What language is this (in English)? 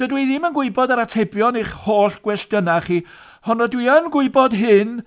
Welsh